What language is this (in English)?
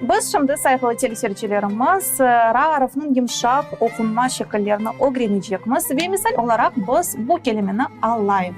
Crimean Tatar